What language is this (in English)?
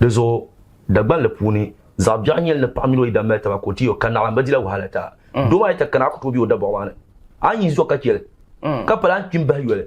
Dagbani